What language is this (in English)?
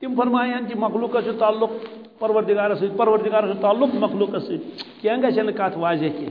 Kashmiri